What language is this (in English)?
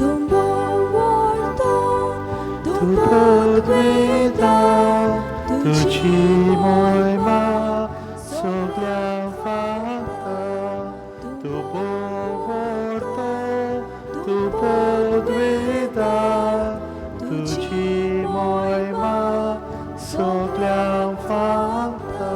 Konkani